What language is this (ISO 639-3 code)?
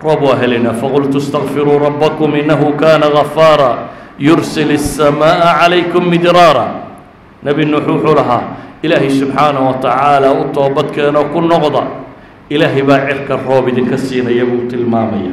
som